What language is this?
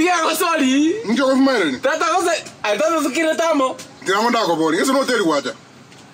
Gusii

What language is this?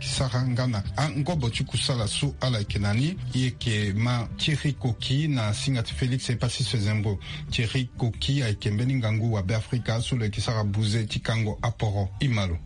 Sango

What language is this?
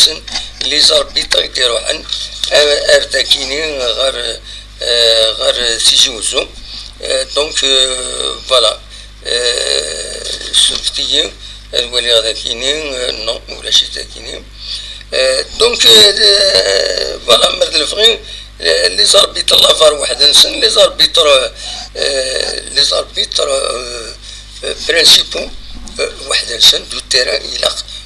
Kabyle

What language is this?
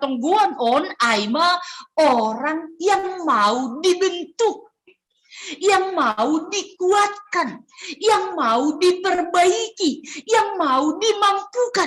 Batak Simalungun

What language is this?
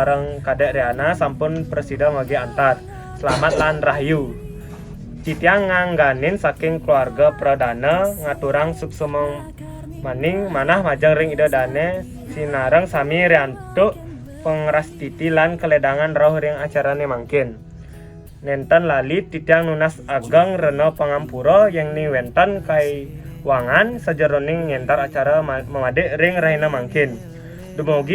Balinese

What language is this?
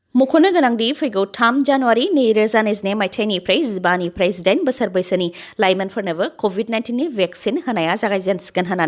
Bodo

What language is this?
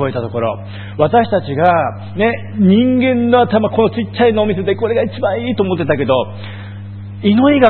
Japanese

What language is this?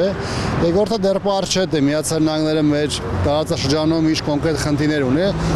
Armenian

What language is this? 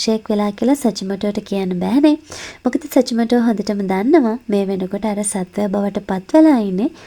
Sinhala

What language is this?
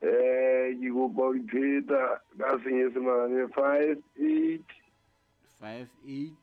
Southern Sotho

